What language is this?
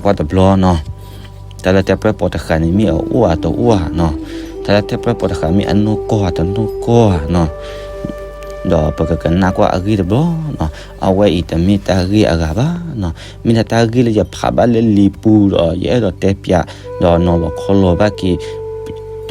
S'gaw Karen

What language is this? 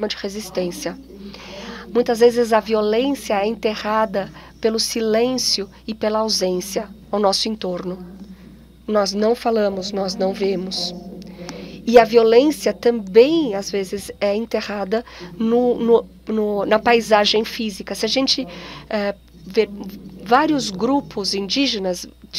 Portuguese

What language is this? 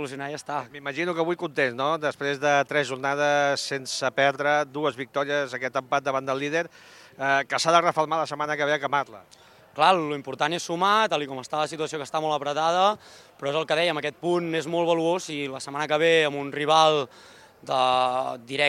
Catalan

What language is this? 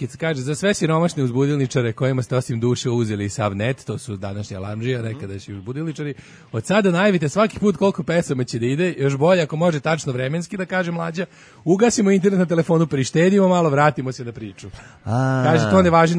Serbian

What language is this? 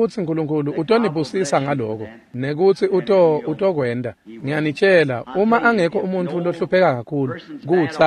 Swati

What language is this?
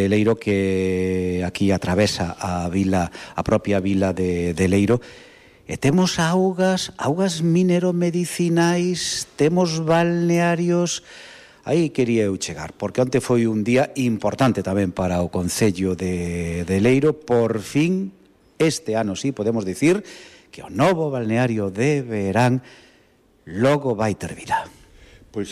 Galician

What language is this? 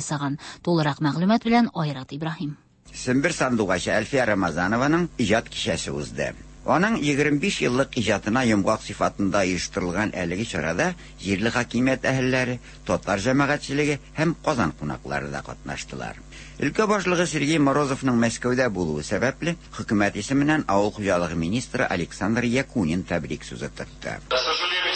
Tatar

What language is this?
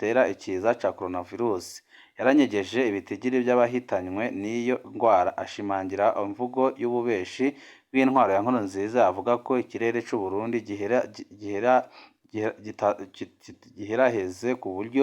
Rundi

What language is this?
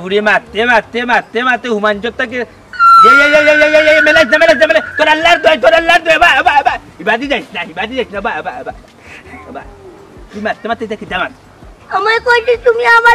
Sylheti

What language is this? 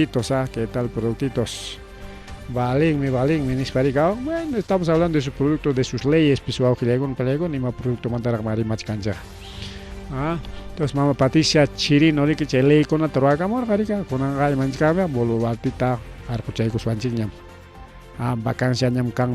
Ayacucho Quechua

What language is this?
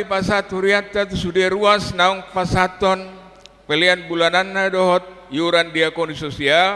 Batak Toba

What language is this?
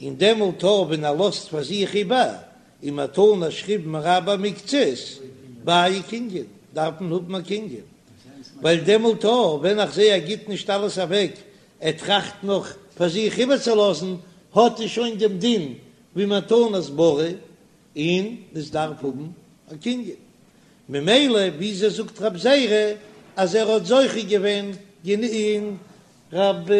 Yiddish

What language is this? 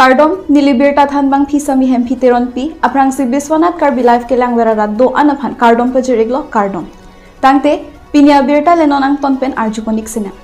Karbi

